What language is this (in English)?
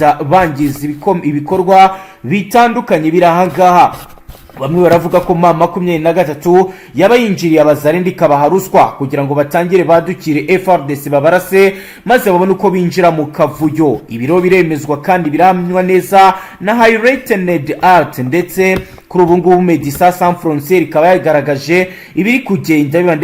Kinyarwanda